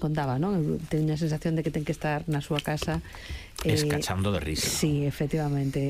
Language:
Galician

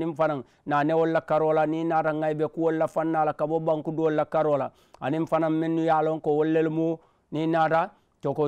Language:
Mandingo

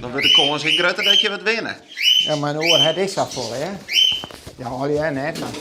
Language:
Western Frisian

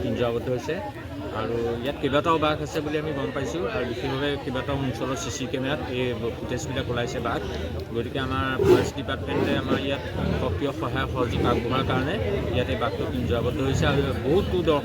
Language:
Assamese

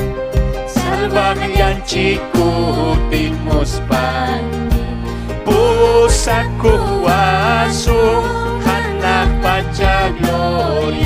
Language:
Ayacucho Quechua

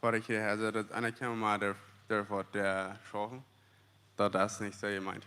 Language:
Plautdietsch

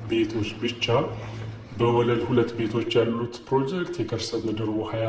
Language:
Amharic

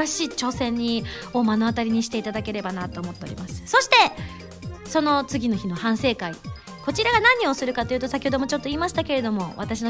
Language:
Japanese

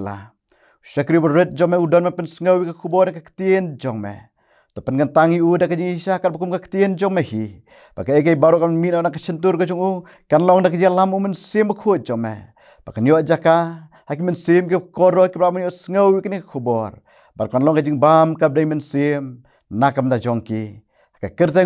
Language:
Khasi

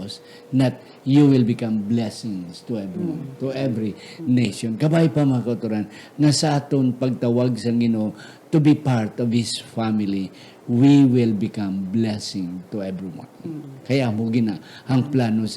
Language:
Hiligaynon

